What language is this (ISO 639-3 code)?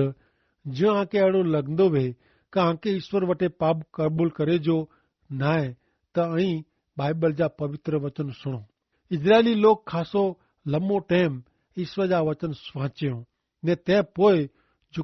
kfr